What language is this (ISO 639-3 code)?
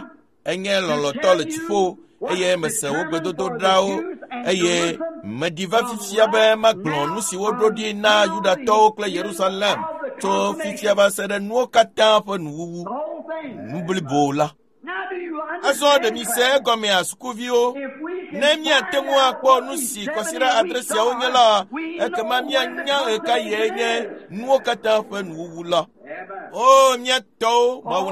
ewe